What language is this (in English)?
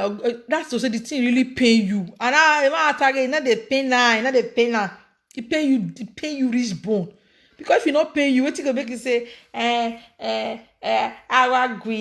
Nigerian Pidgin